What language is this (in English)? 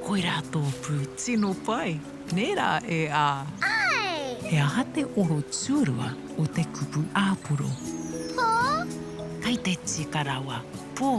Māori